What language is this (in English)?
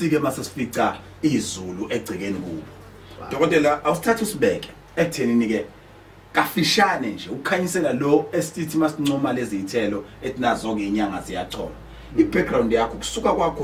Zulu